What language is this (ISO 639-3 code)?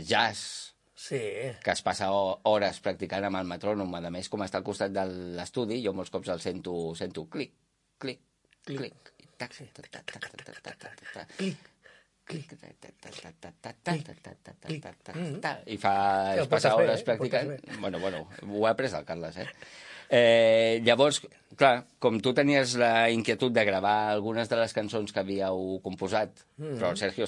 cat